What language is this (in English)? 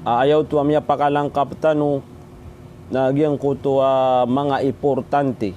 Maranao